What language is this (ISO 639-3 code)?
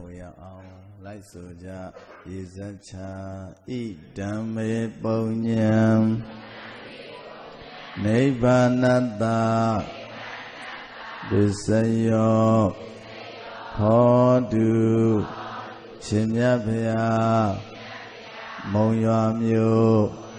mya